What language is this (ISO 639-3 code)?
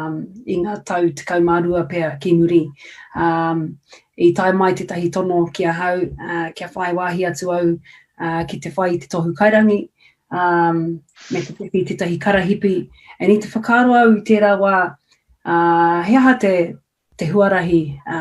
mri